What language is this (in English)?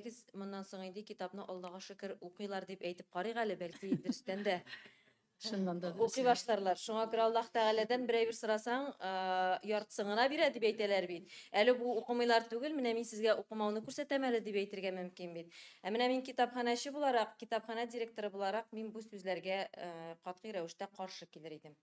Tatar